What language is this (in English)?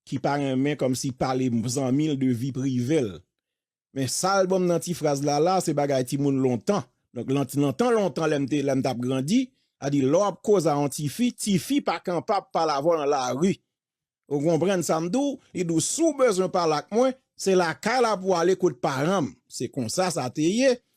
Haitian Creole